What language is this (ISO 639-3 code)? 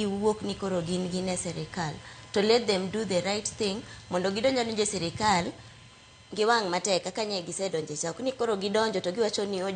luo